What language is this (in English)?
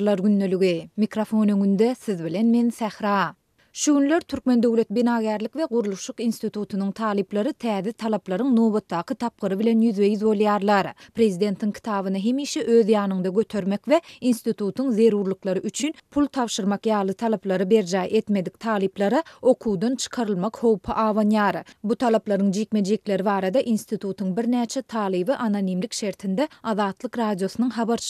Turkmen